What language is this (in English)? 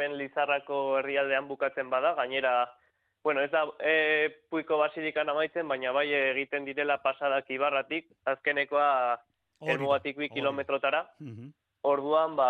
Basque